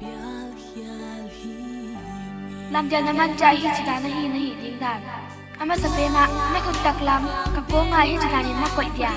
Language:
Paite Chin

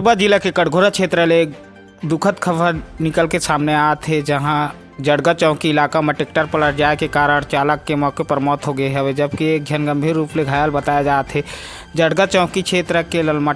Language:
Chhattisgarhi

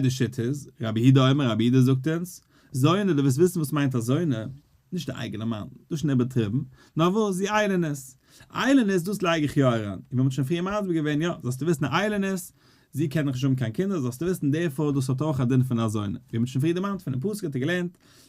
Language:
Yiddish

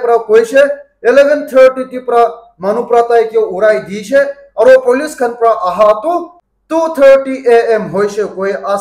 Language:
Naga Pidgin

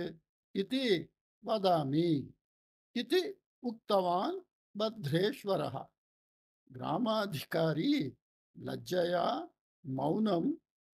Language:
Sanskrit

